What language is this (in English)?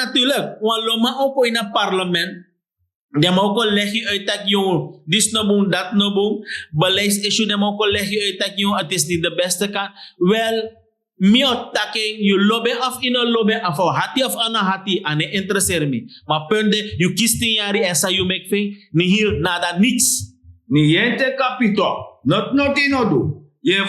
Sranan Tongo